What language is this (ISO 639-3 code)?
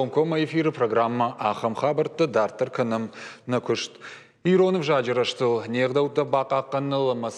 oss